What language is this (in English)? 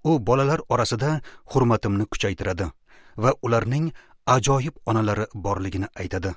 Uzbek